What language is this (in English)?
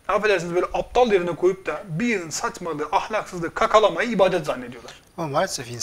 Turkish